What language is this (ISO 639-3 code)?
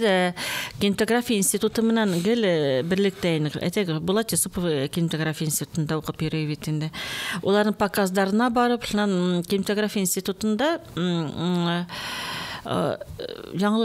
bak